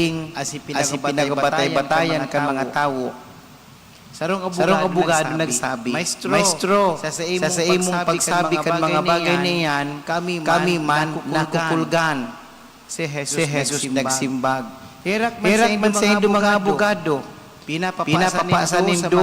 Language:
Bikol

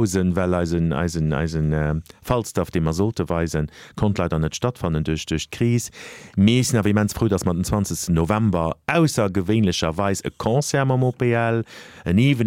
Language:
Luxembourgish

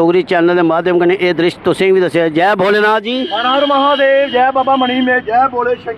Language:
Dogri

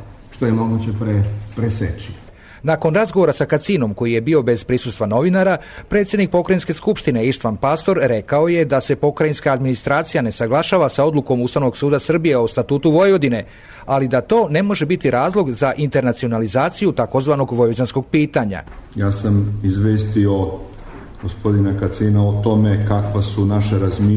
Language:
Serbian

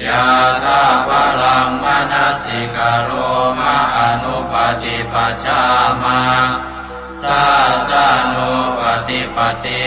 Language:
Pali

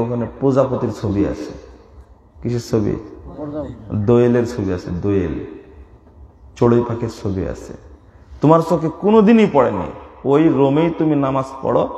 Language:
Bangla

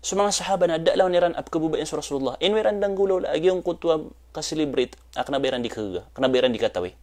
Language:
Maranao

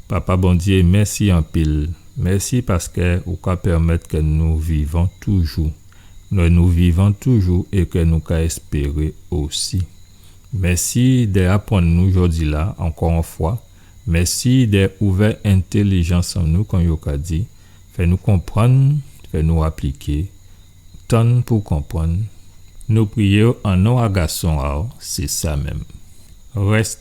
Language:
Guadeloupean Creole French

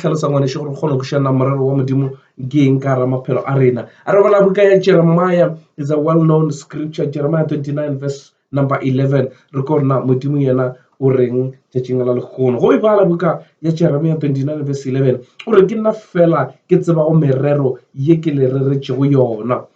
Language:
Northern Sotho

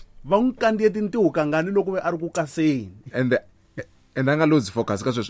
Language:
Tsonga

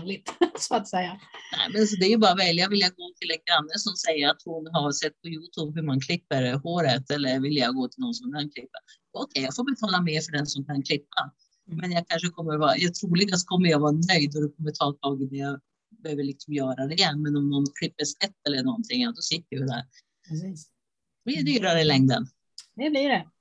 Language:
Swedish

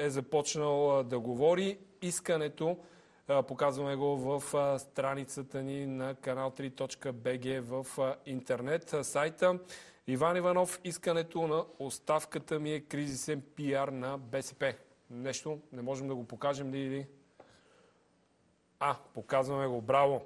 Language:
Bulgarian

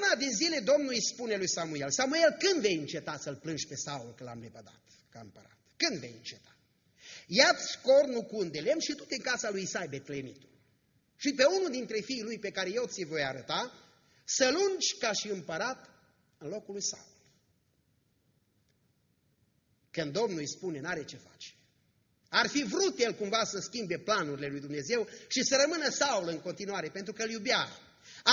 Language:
Romanian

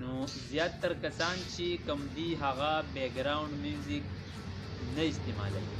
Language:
Pashto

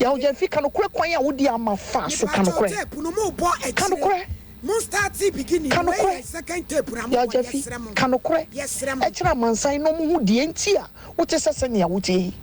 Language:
Akan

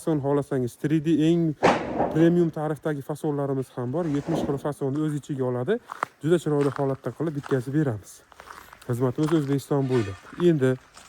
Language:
Uzbek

